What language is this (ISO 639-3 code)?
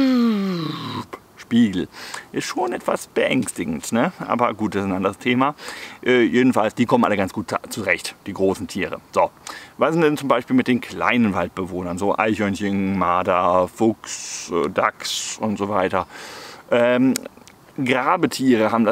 deu